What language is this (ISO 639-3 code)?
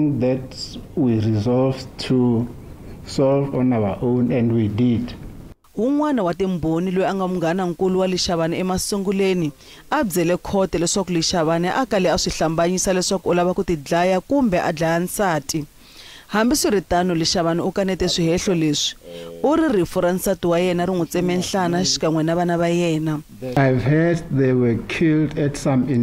tso